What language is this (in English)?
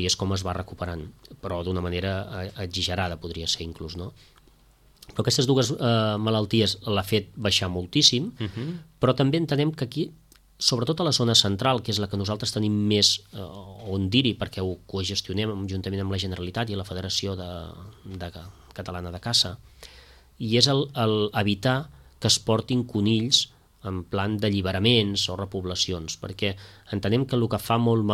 Catalan